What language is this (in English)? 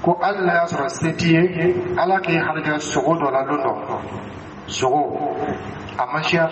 Dyula